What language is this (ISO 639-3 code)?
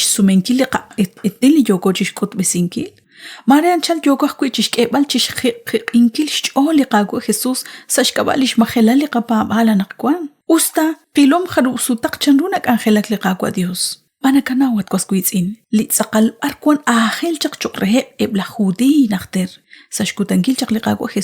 kek